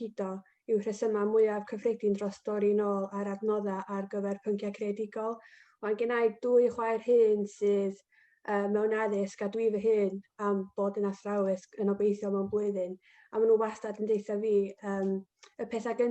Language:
Welsh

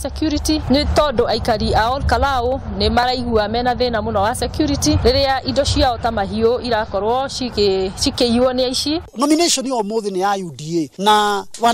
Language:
Kikuyu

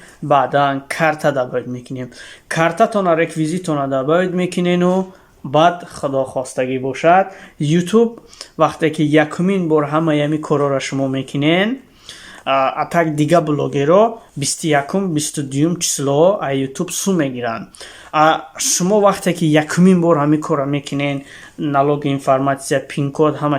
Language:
Tajik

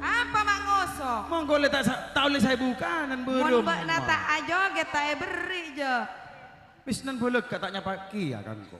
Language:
Madurese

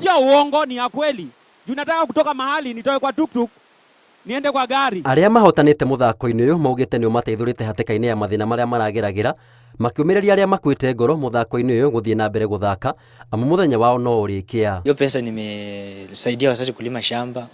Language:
Kikuyu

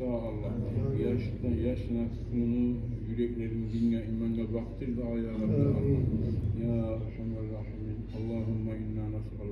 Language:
Kumyk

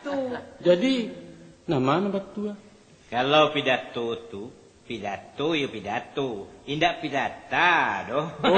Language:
Minangkabau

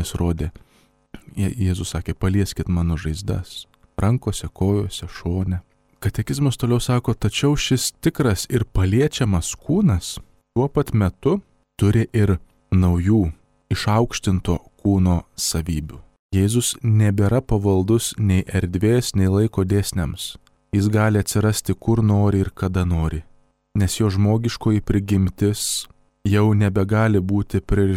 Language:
Lithuanian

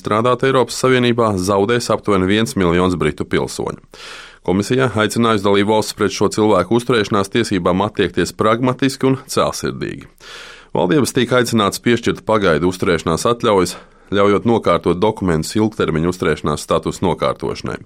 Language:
Latvian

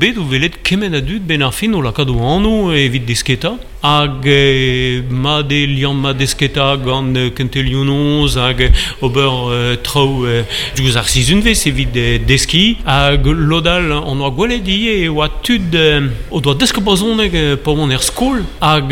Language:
Breton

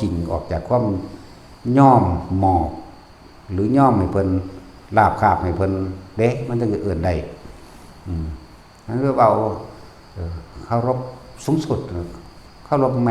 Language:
Northeastern Thai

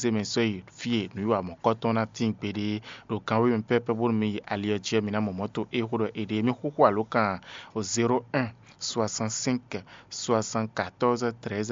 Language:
Fon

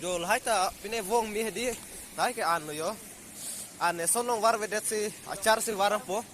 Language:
Karbi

